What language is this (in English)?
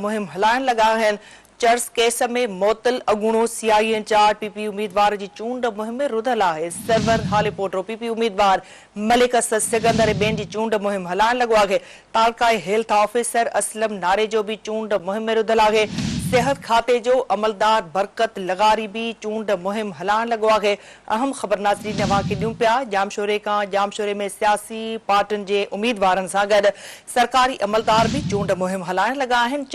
Sindhi